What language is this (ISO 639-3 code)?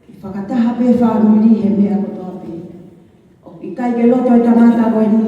ton